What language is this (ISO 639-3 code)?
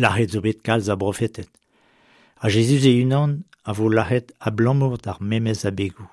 bre